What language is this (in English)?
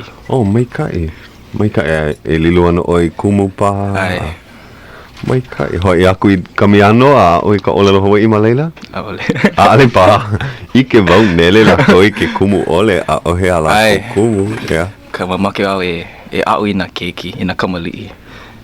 Hawaiian